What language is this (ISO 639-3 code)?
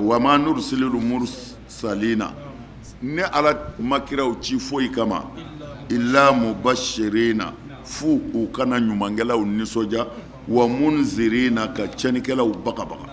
bam